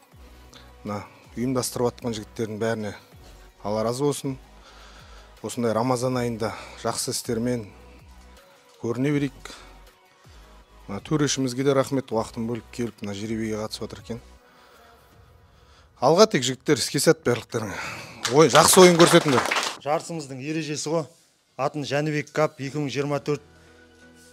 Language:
Kazakh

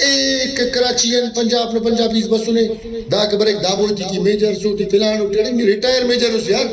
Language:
Brahui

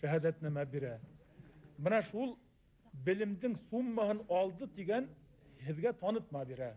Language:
Bashkir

